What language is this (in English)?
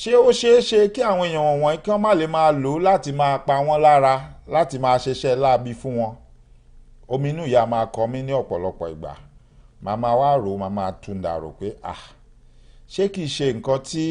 Yoruba